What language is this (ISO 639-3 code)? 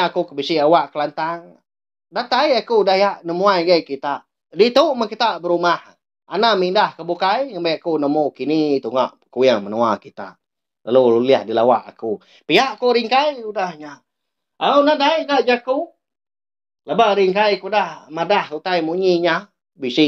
iba